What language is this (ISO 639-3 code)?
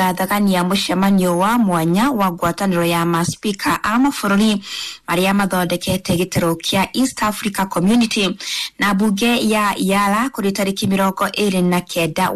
kik